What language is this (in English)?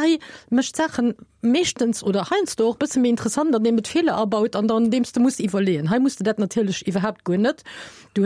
Luxembourgish